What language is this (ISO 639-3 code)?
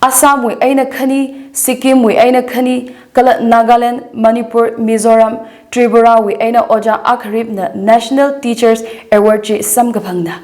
nmf